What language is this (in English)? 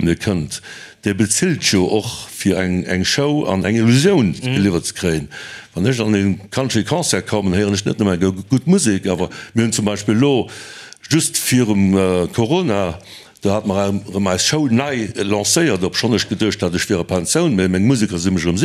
Luxembourgish